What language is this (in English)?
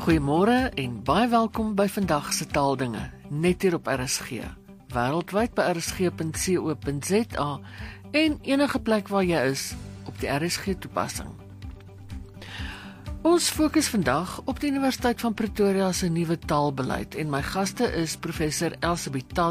Afrikaans